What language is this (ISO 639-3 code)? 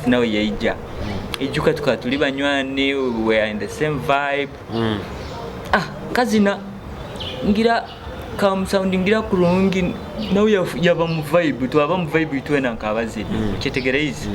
nyo